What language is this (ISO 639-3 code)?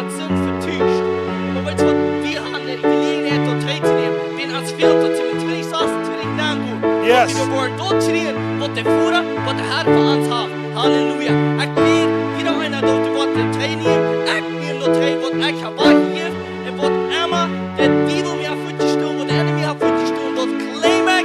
pdt